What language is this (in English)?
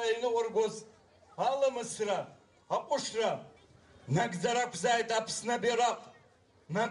Abkhazian